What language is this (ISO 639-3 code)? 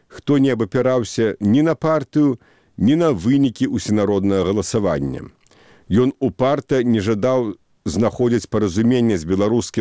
bel